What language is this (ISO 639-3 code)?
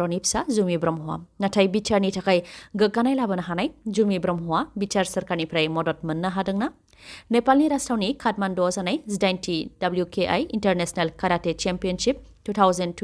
brx